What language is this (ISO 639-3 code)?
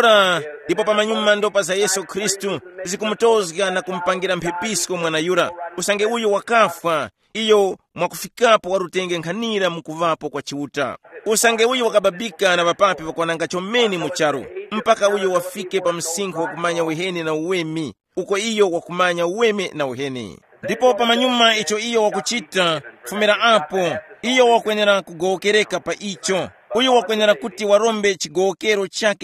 tum